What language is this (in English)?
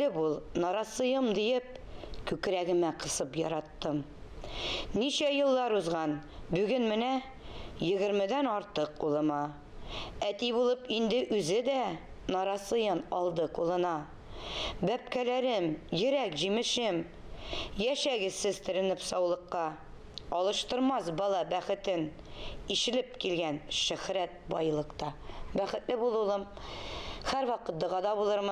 Tatar